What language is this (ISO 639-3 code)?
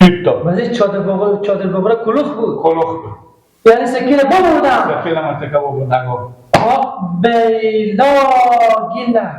haz